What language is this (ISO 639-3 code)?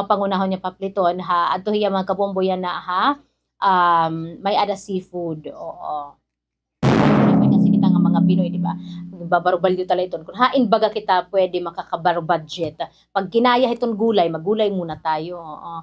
war